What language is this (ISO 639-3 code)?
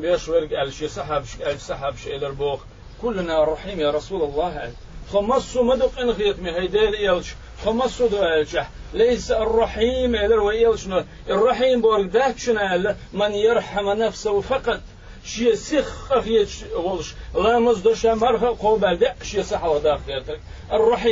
che